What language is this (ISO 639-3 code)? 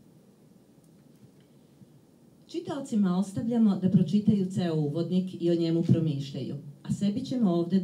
srp